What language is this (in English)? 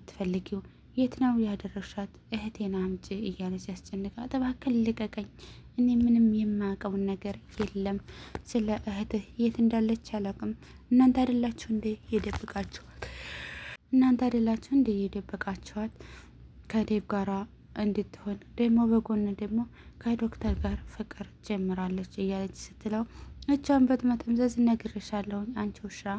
Amharic